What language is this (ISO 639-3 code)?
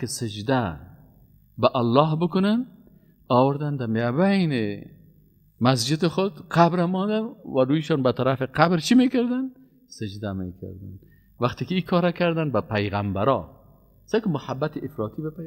fas